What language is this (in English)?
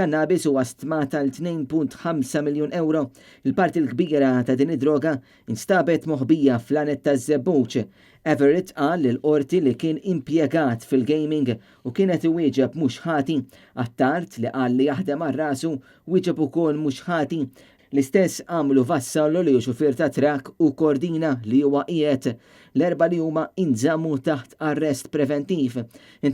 Maltese